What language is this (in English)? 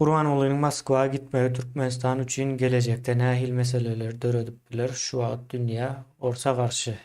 Turkmen